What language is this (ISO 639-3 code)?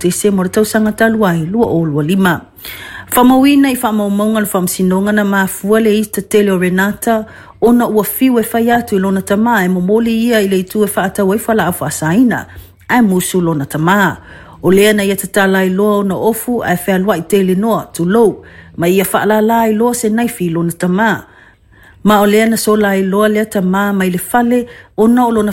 smo